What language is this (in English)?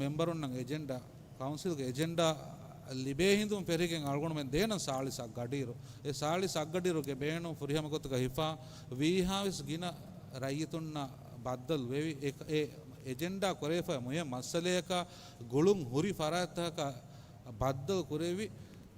Divehi